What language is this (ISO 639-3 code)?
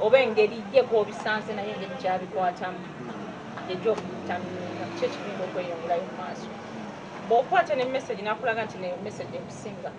lug